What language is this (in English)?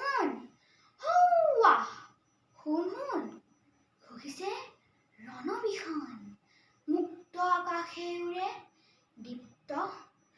Assamese